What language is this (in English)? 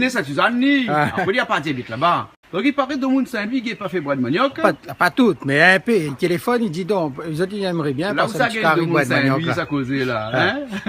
Réunion Creole French